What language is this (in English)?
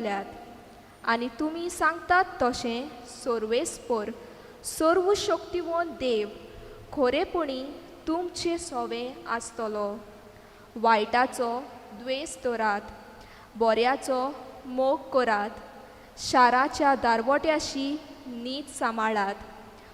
Konkani